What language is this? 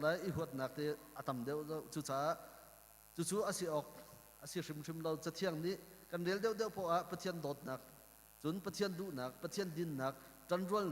Hakha Chin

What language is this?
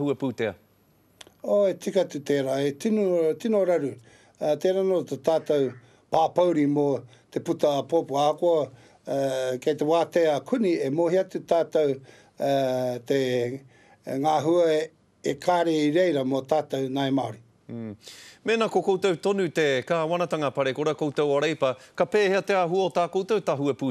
Māori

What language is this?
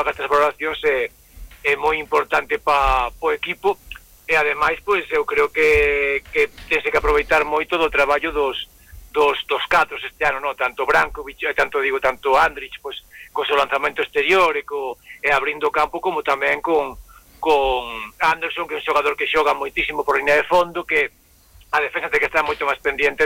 Galician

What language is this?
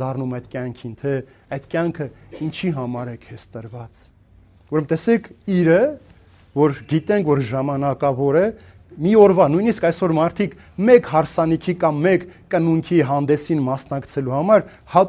Armenian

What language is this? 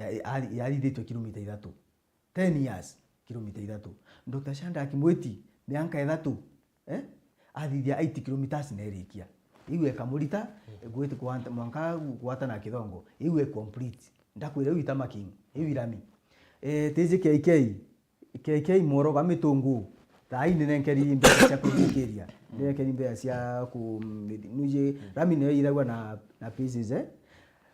Meru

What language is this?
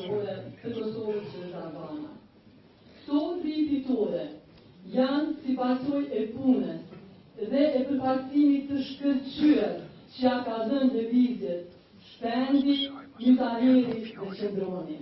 Albanian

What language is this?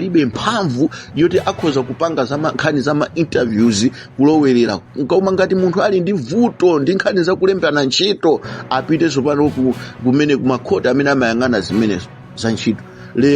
Nyanja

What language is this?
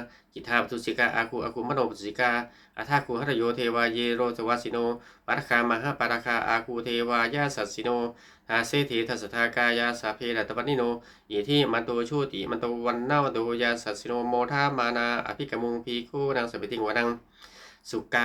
Pali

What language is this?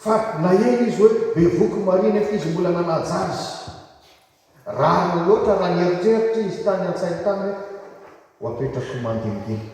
Malagasy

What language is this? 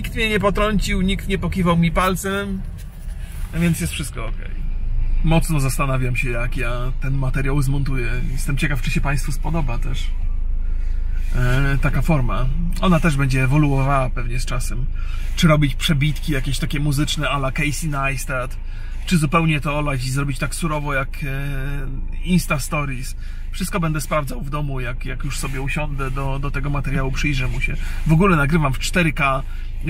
Polish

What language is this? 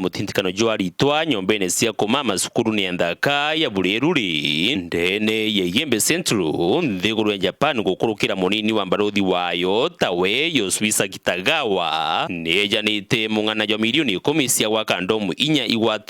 Meru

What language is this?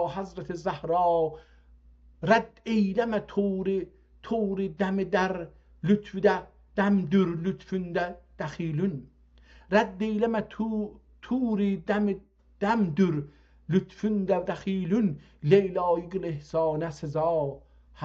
South Azerbaijani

